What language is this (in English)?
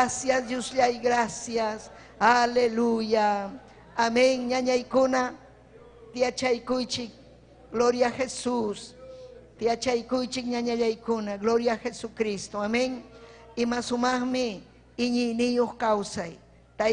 Ayacucho Quechua